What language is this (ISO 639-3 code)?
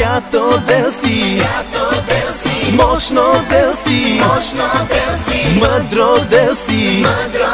bul